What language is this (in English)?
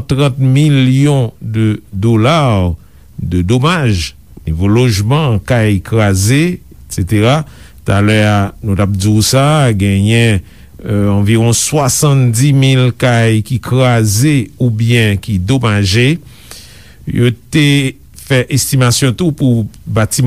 Haitian Creole